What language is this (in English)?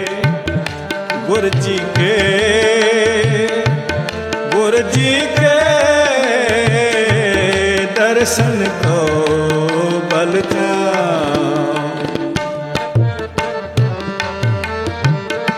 Hindi